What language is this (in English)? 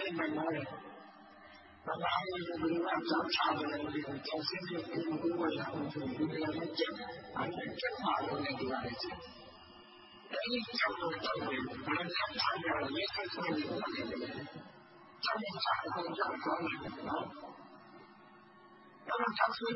Burmese